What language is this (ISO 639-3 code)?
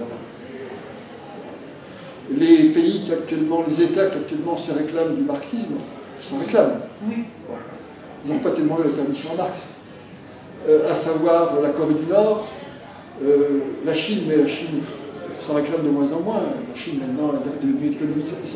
fra